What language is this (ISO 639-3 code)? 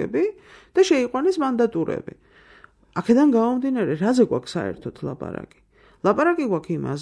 kat